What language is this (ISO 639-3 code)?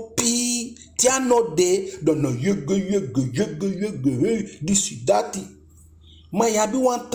djk